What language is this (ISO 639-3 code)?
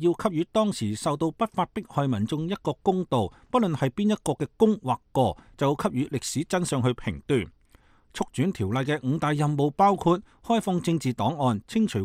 yue